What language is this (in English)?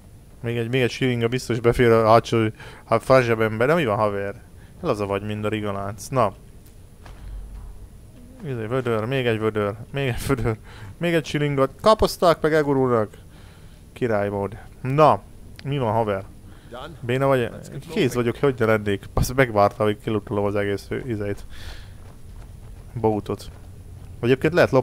Hungarian